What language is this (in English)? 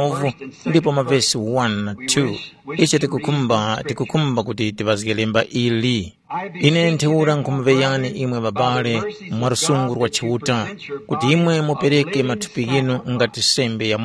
Tumbuka